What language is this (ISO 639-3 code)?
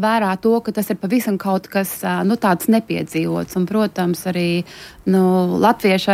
lav